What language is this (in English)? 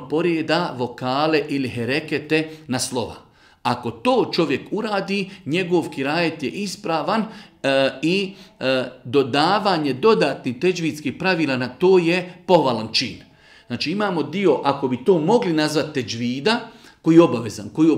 Bosnian